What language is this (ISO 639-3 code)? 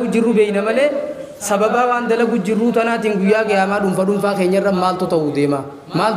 orm